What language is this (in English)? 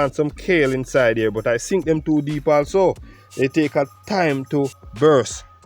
Jamaican Creole English